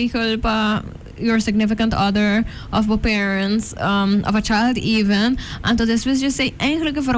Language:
Papiamento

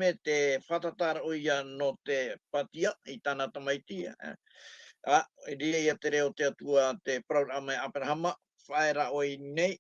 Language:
Tahitian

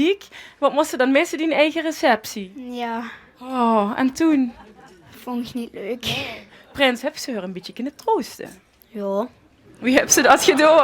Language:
Limburgish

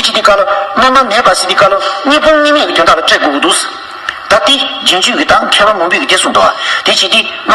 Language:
Tibetan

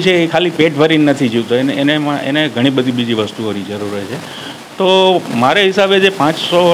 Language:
Gujarati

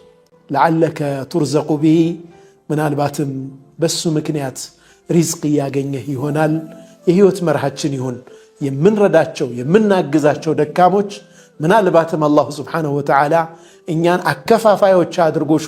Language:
Amharic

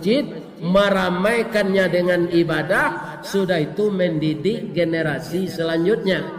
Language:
Minangkabau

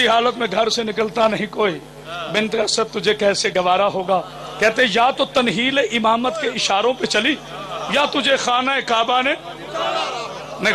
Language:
Urdu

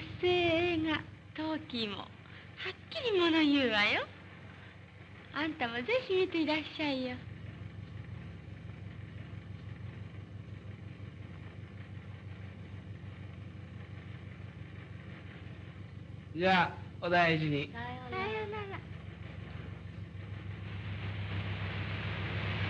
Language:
Japanese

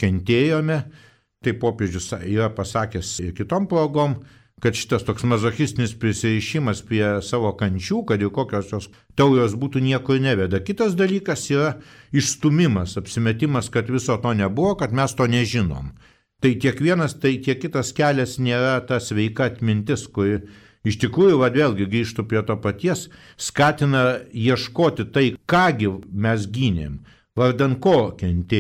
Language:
Lithuanian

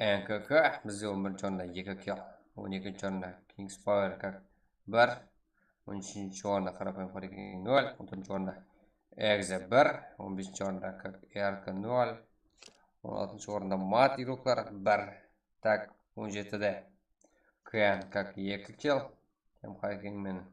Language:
Kara-Kalpak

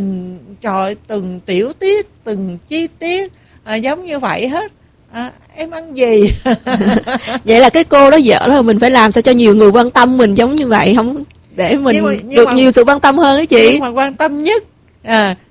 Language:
Vietnamese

